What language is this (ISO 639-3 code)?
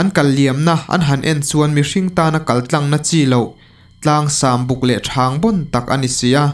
lus